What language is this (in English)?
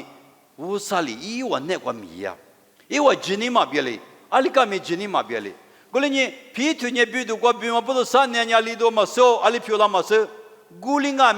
Lisu